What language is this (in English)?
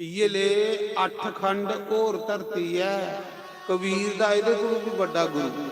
Dogri